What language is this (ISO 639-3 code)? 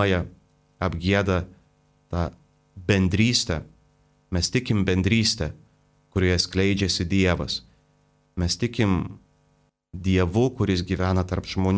lit